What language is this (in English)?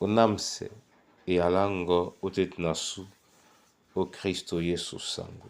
Duala